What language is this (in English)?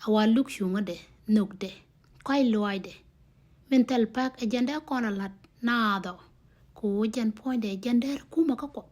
Nuer